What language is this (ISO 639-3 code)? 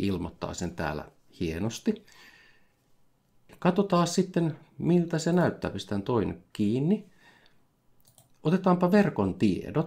fin